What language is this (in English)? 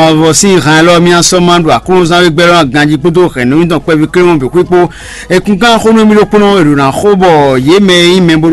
Fon